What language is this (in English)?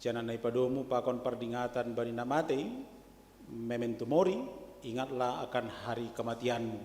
Batak Simalungun